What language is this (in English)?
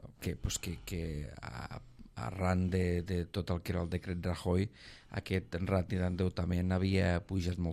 Catalan